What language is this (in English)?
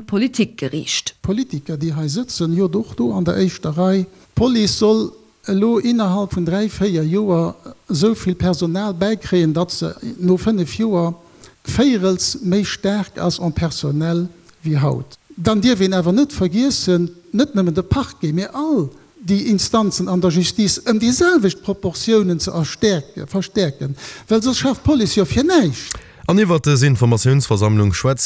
Luxembourgish